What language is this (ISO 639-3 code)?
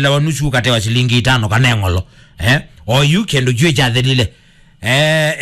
kam